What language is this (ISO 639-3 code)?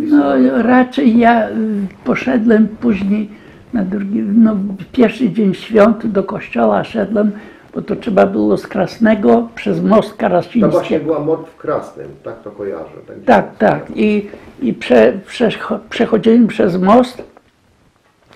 pol